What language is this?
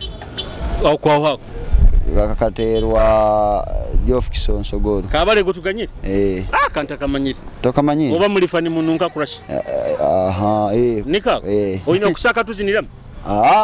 Nyoro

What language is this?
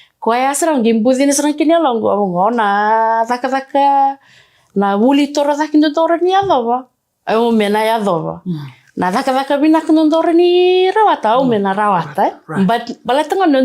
Fijian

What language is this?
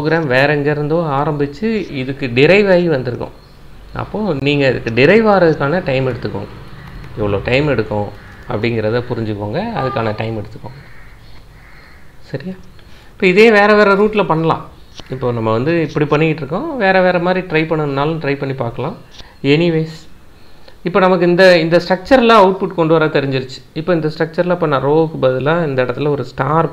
Tamil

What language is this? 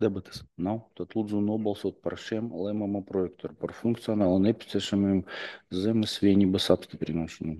Latvian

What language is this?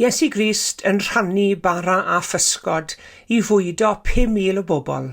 Welsh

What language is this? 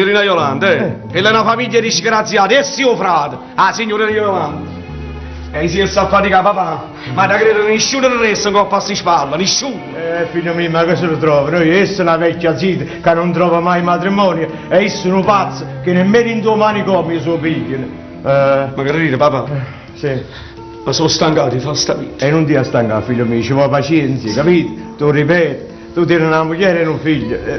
Neapolitan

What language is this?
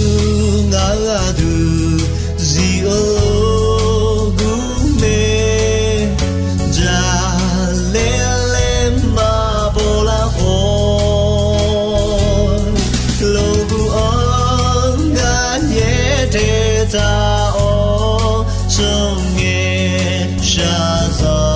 Akha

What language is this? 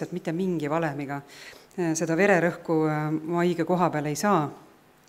Estonian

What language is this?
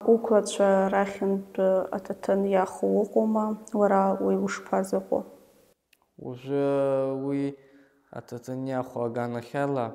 Abkhazian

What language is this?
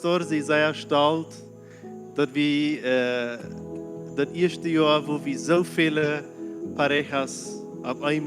Plautdietsch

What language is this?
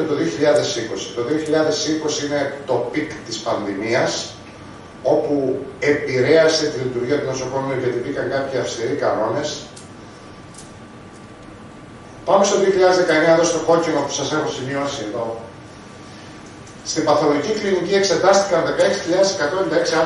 Greek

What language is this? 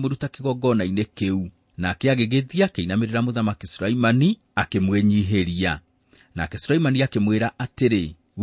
Kikuyu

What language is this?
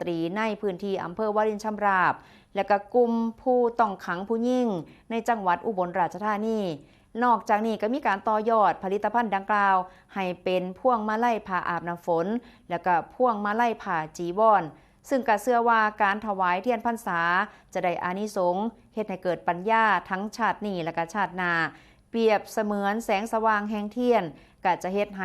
Northeastern Thai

